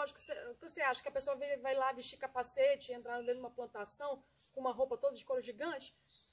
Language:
Portuguese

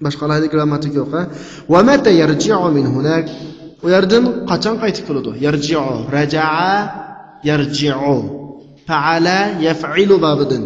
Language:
Uyghur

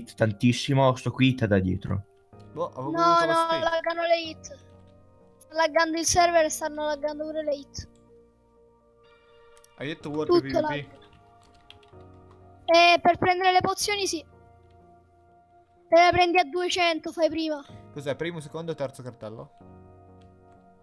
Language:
Italian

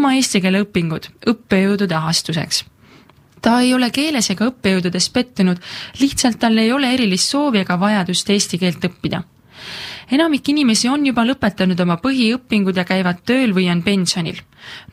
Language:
Estonian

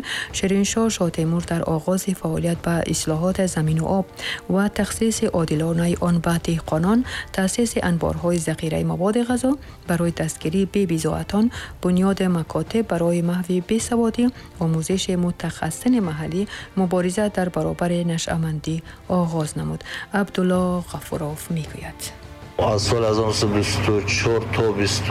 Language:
Tajik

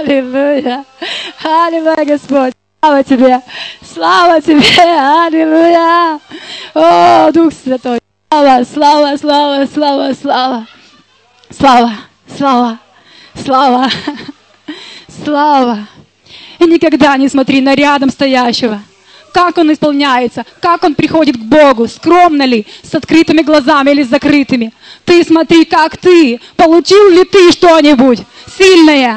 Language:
Russian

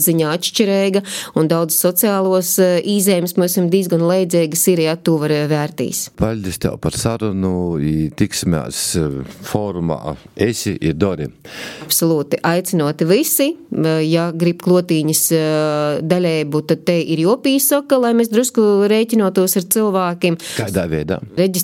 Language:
Latvian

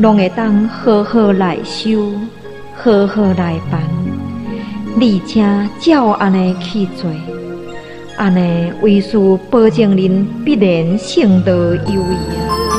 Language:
Min Nan Chinese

